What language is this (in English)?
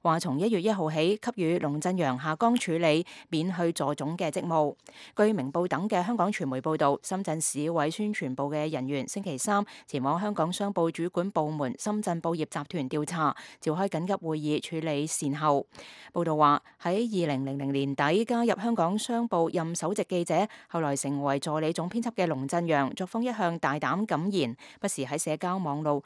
Cantonese